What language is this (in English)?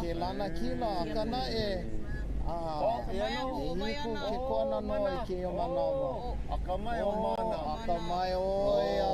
Hawaiian